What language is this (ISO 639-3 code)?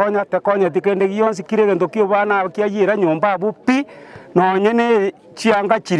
guz